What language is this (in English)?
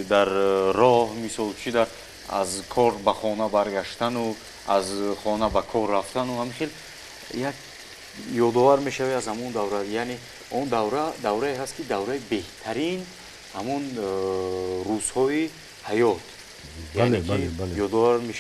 Tajik